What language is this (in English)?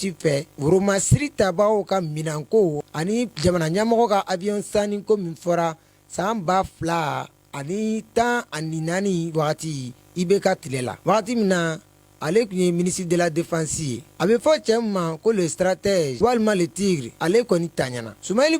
Bambara